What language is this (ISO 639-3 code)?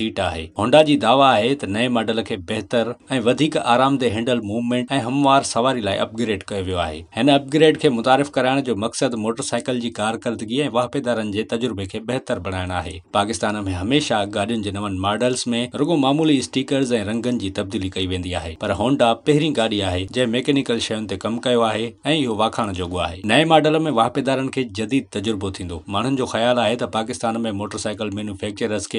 snd